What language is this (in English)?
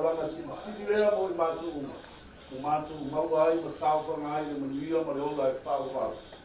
Samoan